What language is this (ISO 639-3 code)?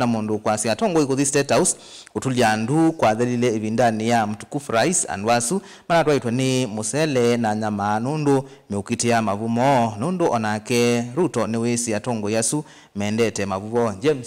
kam